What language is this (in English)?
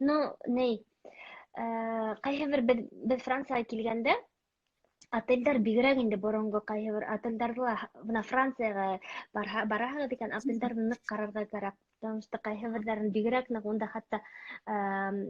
Bashkir